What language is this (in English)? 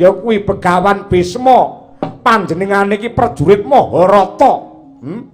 Javanese